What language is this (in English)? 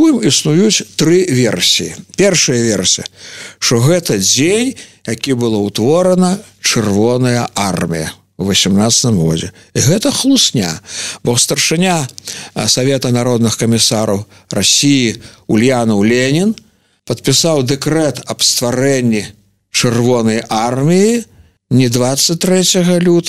Belarusian